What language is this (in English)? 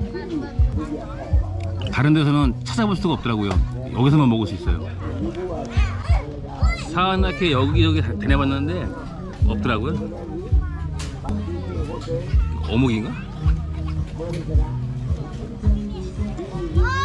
Korean